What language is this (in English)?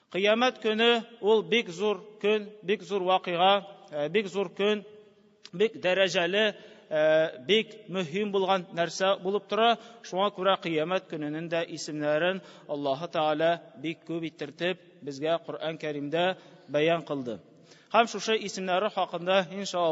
Tatar